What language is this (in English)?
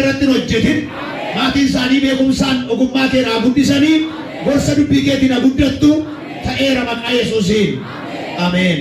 Oromo